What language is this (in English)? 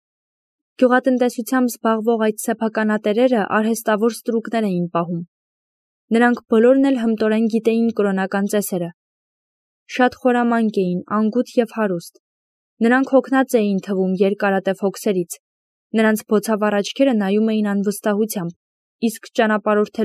Armenian